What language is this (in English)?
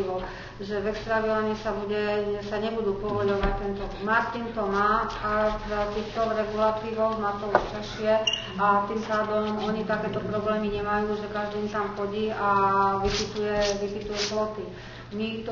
Slovak